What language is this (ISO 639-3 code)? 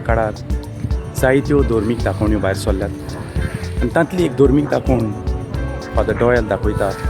kok